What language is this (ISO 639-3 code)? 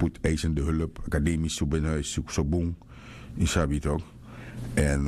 srn